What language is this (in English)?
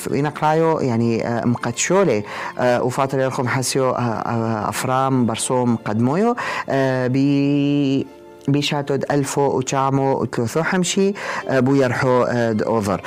North Levantine Arabic